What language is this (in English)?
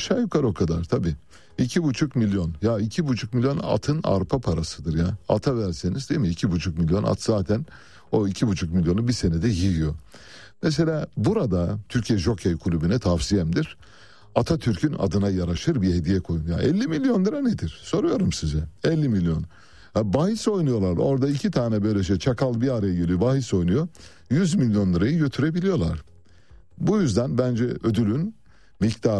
Turkish